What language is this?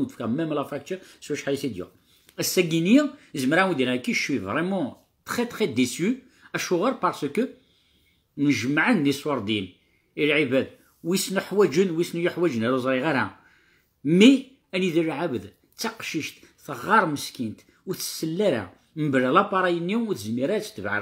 Kabyle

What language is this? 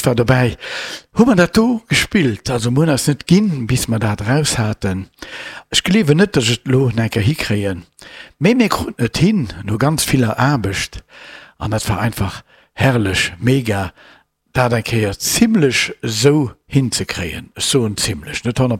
Luxembourgish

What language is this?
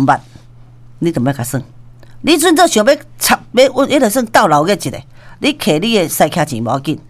Min Nan Chinese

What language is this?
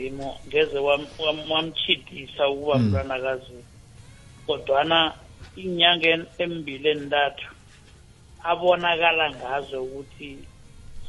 South Ndebele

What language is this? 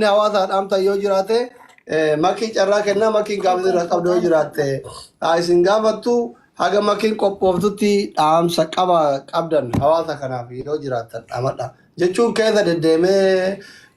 Oromo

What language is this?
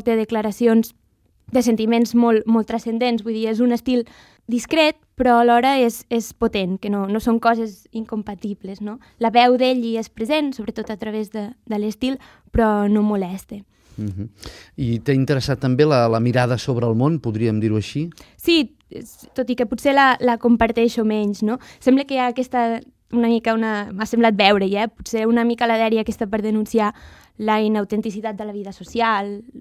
Catalan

